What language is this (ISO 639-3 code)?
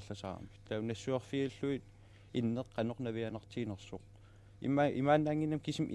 kal